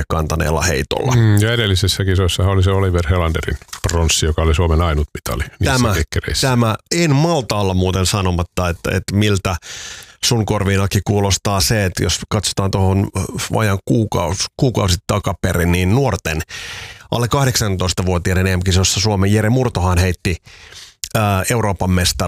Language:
Finnish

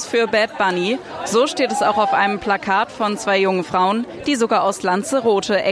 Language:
German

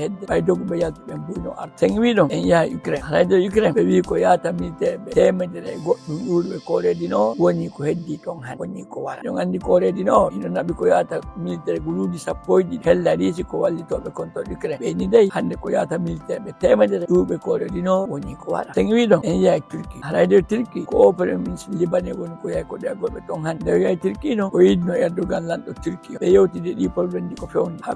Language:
Fula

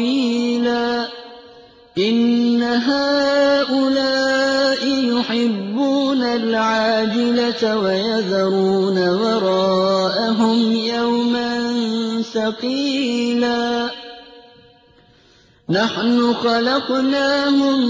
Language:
Arabic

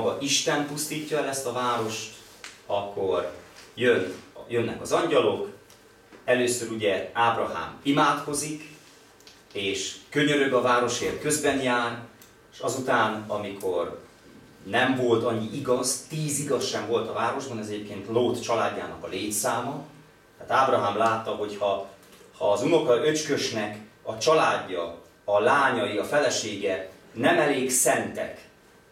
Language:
Hungarian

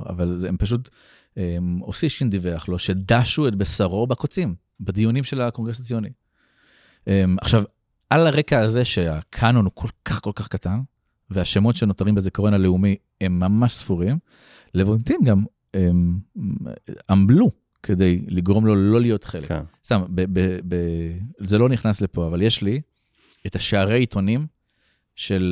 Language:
Hebrew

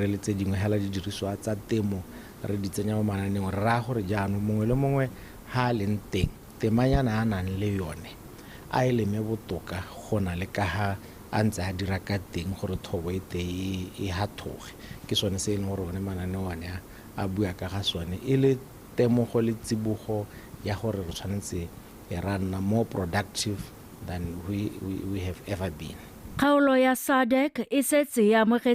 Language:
Tswana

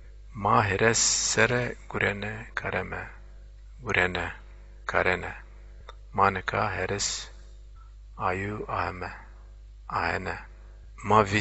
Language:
Zaza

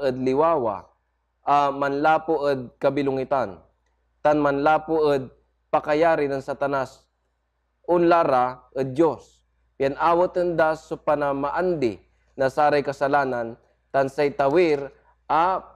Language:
Pangasinan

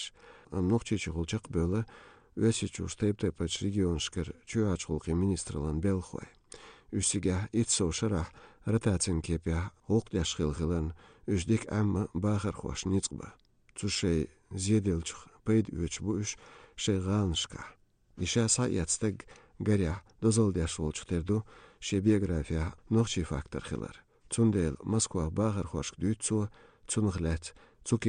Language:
Chechen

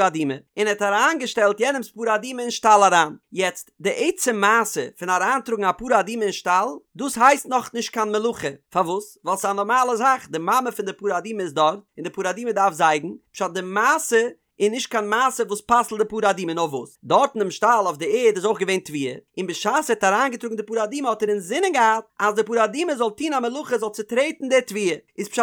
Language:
Yiddish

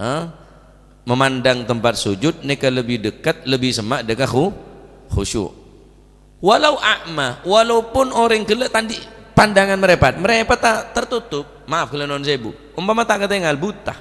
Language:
Madurese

